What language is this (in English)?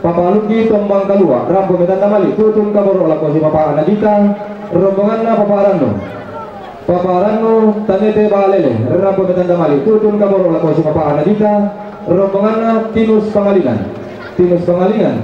Toraja-Sa'dan